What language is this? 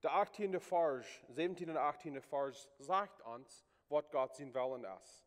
Plautdietsch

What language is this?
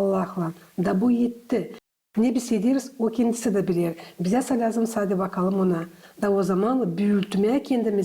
Gagauz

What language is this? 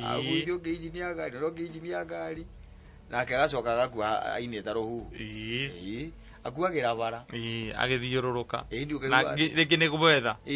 Kikuyu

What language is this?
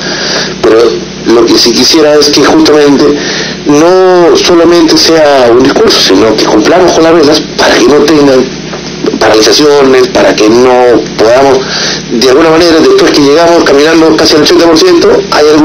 Spanish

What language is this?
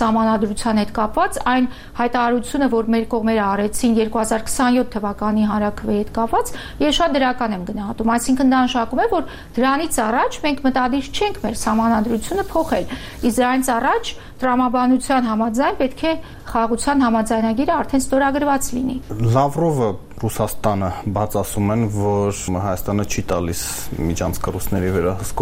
Armenian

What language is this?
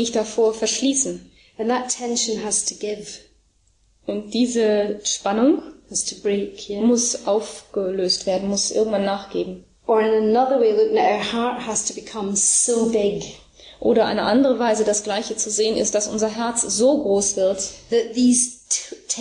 German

